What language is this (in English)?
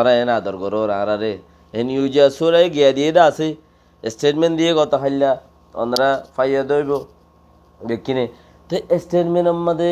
Rohingya